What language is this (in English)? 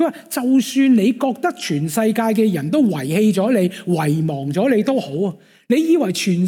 Cantonese